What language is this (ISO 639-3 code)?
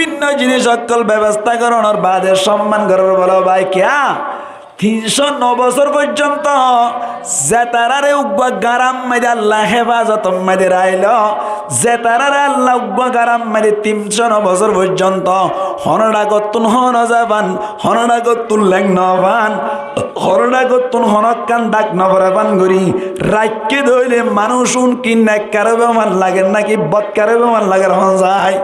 rhg